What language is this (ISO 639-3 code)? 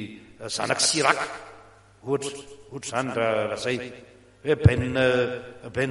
mlg